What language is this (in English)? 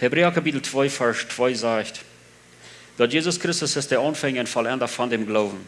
Plautdietsch